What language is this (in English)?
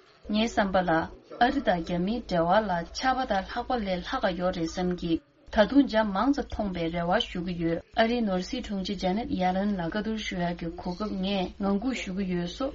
Tibetan